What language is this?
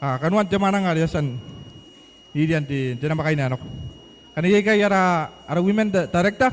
Gilbertese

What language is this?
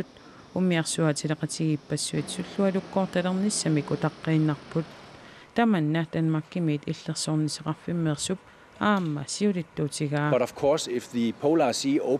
Kalaallisut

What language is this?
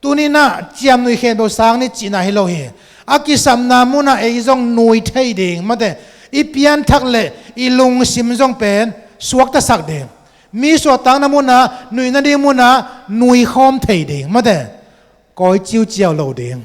Tedim Chin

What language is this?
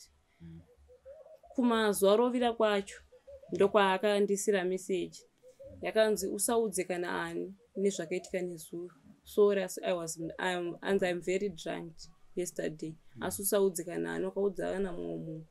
Shona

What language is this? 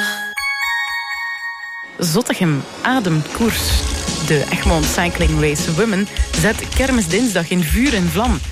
Dutch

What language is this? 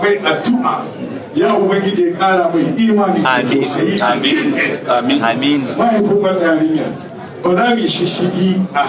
Hausa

